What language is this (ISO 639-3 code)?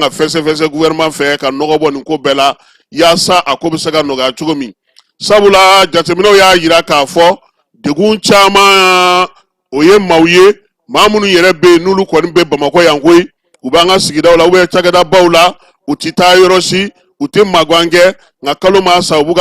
bam